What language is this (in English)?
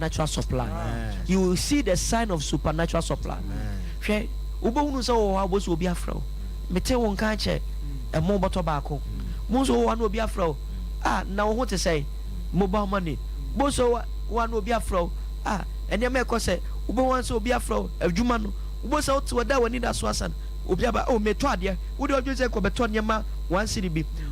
Akan